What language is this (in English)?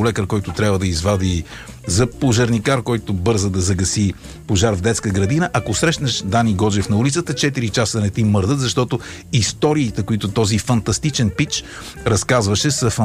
Bulgarian